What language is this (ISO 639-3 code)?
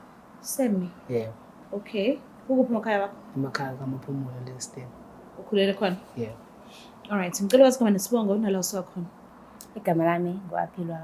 zul